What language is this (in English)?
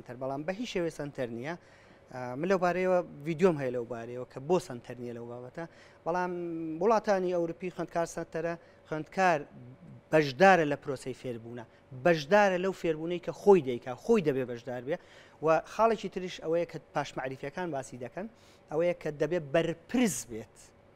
Central Kurdish